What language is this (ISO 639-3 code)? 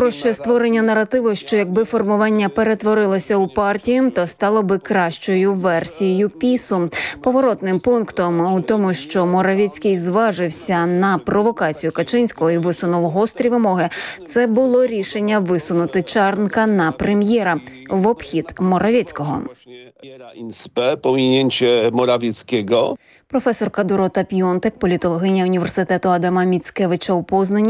ukr